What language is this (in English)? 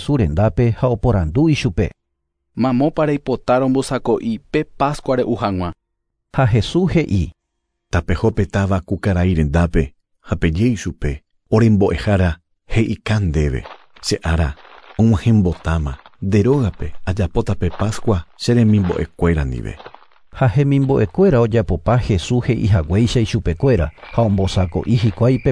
Guarani